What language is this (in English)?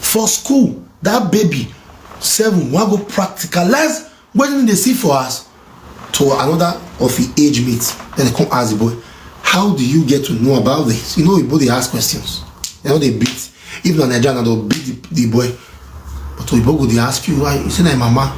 Nigerian Pidgin